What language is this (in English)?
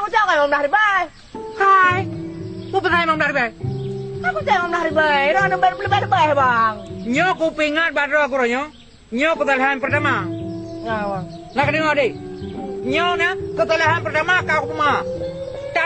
Achinese